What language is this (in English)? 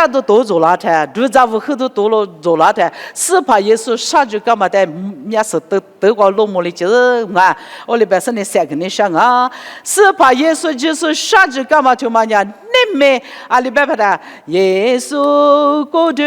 Lisu